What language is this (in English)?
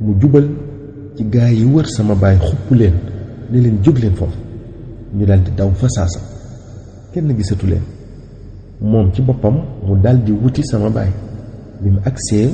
Wolof